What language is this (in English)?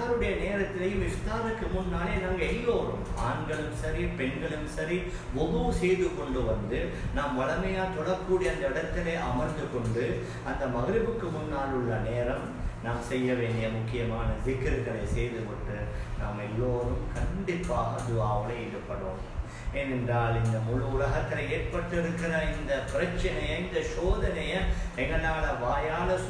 Tamil